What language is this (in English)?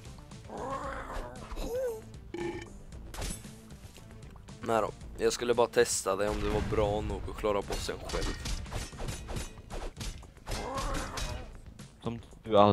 Swedish